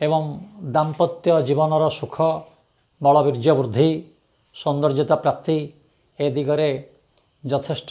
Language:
Odia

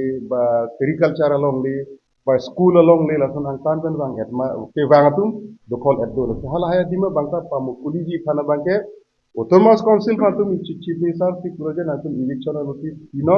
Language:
Karbi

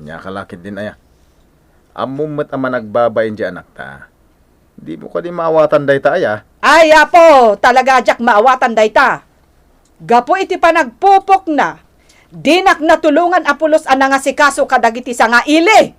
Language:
Iloko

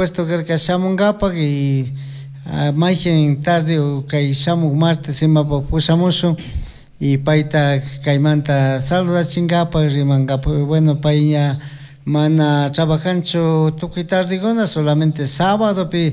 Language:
Chimborazo Highland Quichua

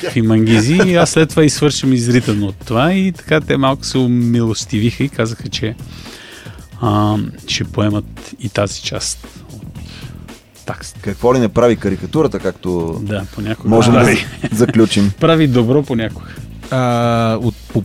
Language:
Bulgarian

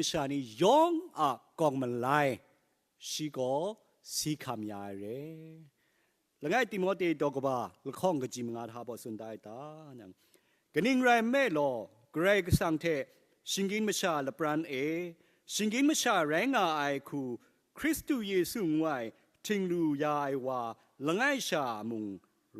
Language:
Kachin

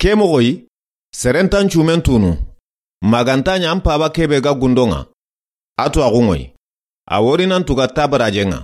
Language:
Soninke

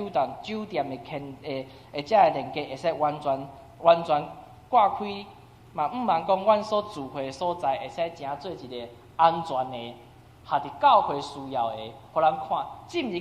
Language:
Min Nan Chinese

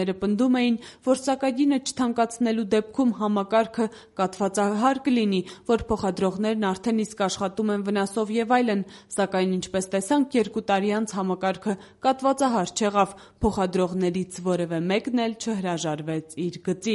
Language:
Armenian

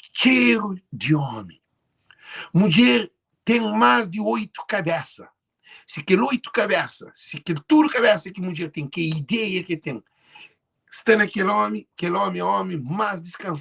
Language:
Kabuverdianu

